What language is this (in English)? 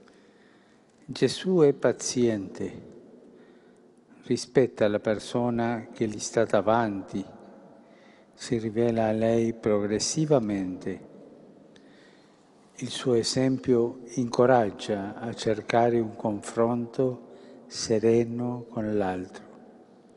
Italian